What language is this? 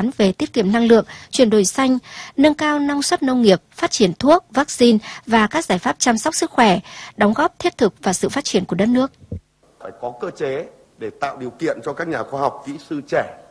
Vietnamese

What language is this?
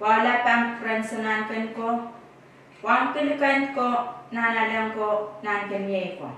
Pohnpeian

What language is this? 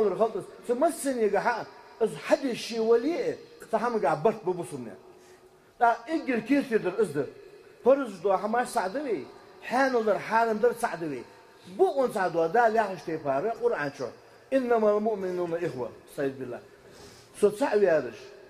Ingush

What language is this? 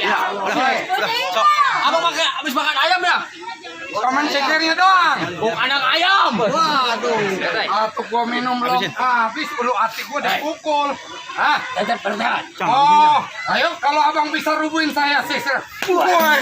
Betawi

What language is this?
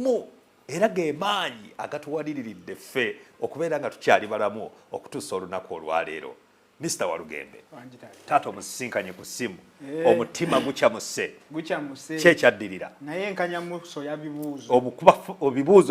Ganda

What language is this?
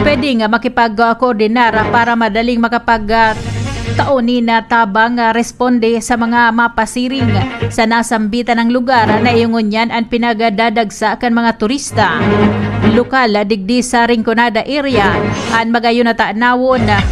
Bikol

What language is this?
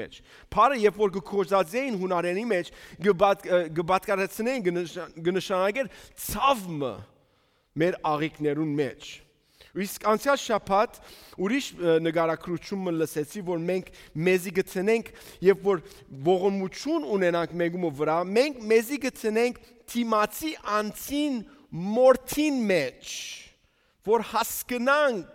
Western Armenian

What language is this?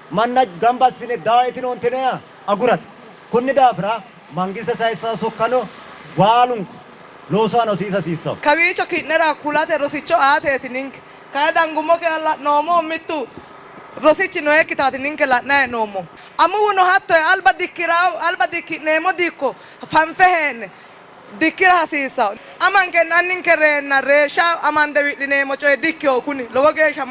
Sidamo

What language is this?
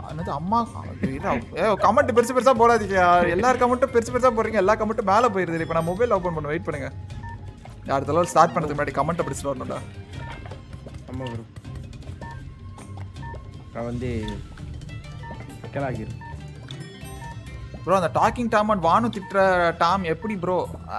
Tamil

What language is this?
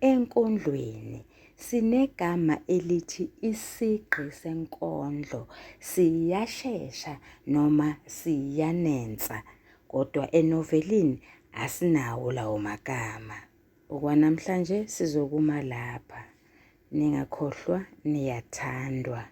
Zulu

